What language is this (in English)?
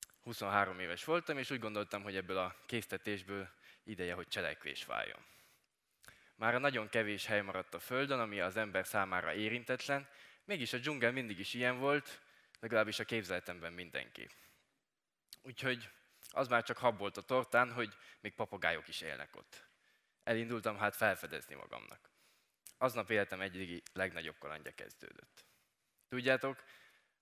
Hungarian